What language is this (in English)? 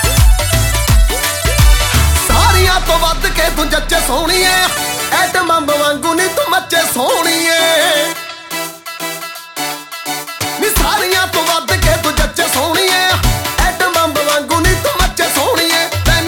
Punjabi